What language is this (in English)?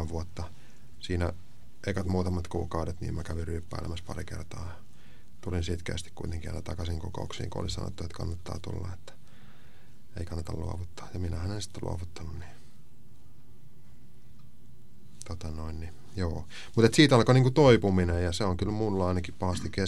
Finnish